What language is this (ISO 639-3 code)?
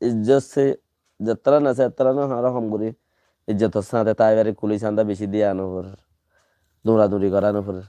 rhg